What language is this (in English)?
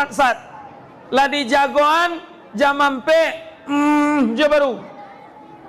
Minangkabau